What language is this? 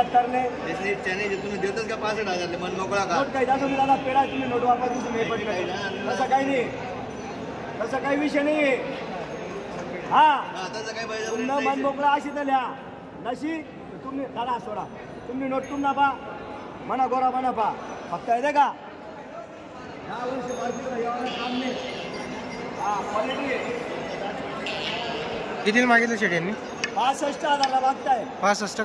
Marathi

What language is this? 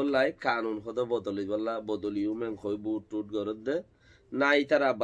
Rohingya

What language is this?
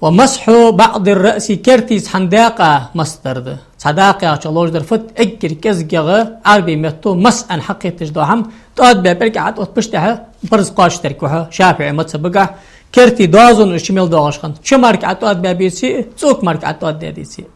Ingush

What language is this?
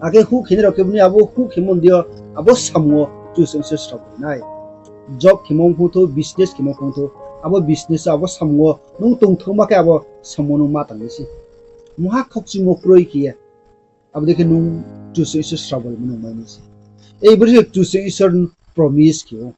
Riang (India)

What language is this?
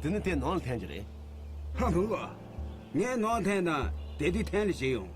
Tibetan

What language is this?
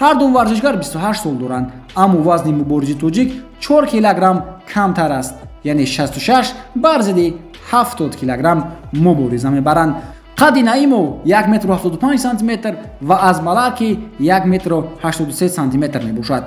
Tajik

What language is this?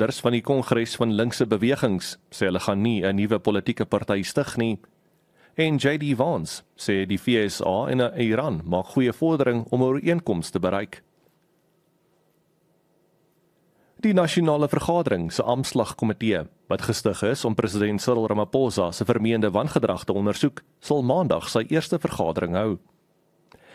Afrikaans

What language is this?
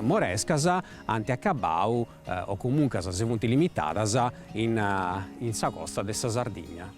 Sardinian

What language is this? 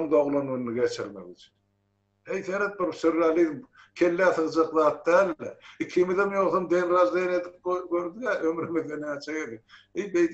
Turkmen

